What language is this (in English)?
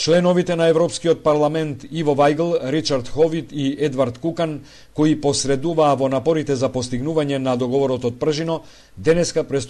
Macedonian